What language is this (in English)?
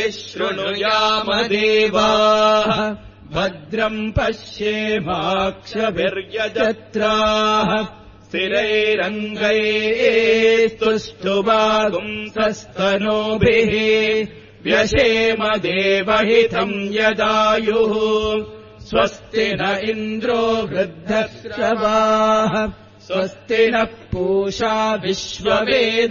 Sanskrit